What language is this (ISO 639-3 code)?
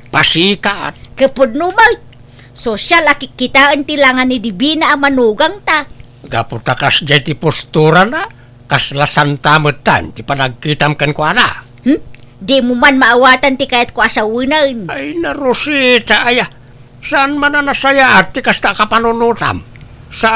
ilo